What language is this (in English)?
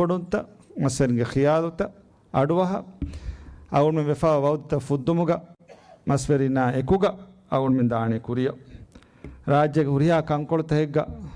Divehi